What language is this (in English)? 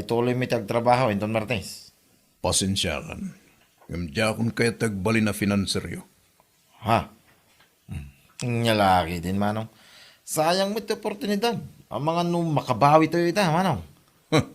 Iloko